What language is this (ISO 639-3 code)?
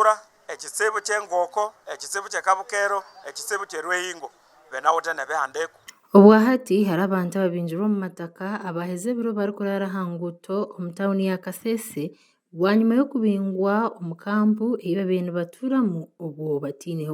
nyn